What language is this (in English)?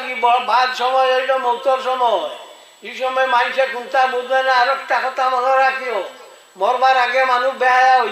Sylheti